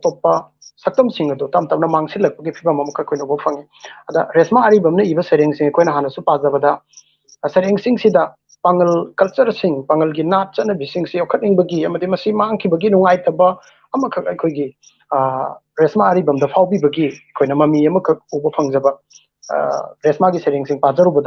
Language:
Manipuri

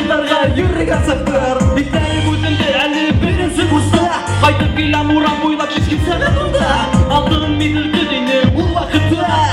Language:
Bashkir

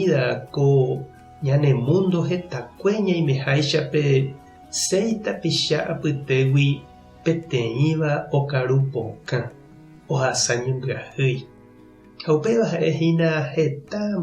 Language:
Guarani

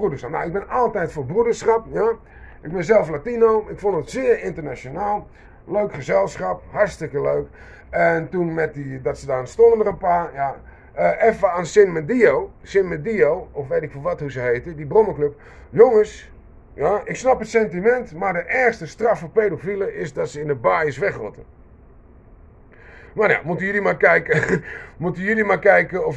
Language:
Dutch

